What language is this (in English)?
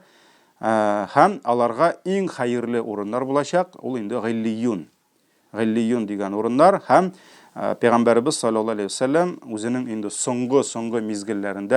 Tatar